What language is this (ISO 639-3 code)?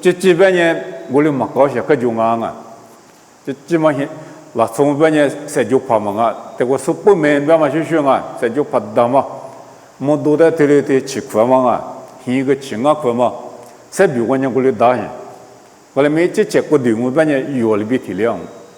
lis